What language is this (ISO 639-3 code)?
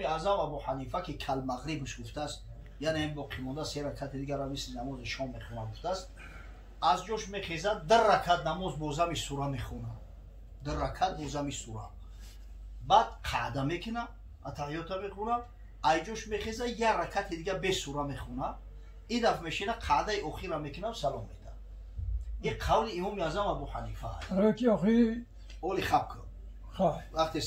tgk